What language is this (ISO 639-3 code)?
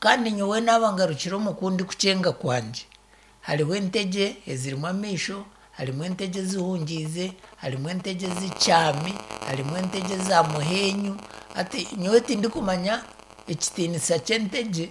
nyn